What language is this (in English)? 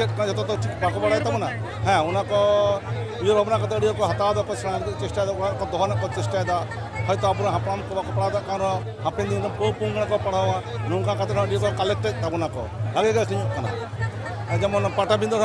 Santali